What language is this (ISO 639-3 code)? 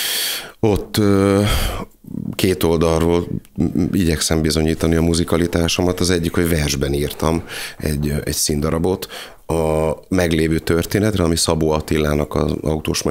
hun